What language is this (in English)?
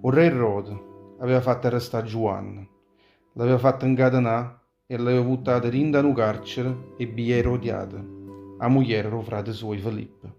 Neapolitan